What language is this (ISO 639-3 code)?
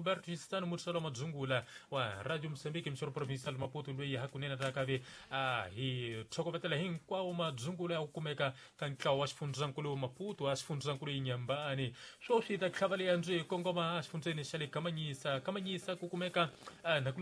tso